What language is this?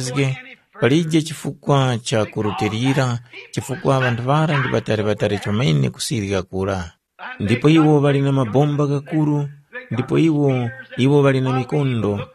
Tumbuka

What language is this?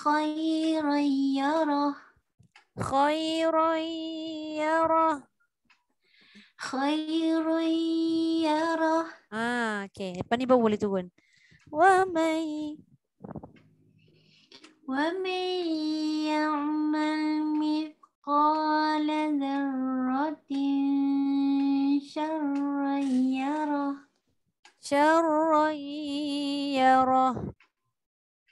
Malay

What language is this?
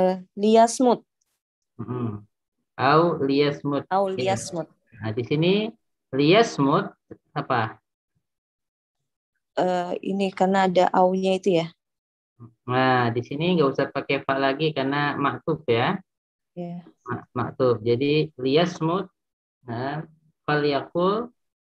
Indonesian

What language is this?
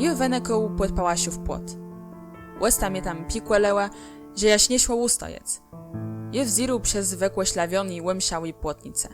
Kashubian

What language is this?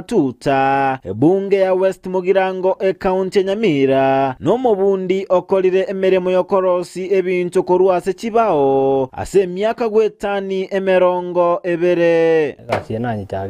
Gusii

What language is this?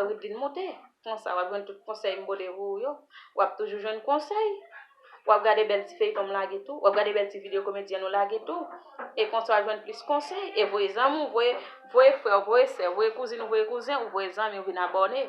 Haitian Creole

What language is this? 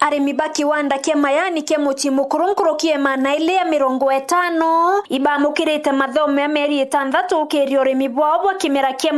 Meru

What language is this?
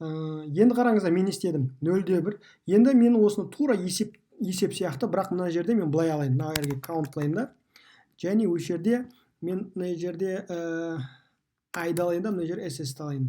Kazakh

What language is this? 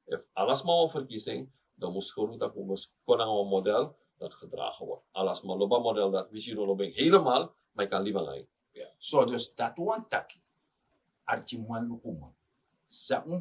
Sranan Tongo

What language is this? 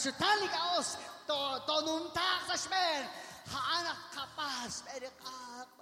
Kekchí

